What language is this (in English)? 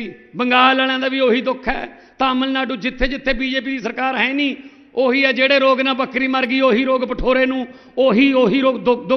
Punjabi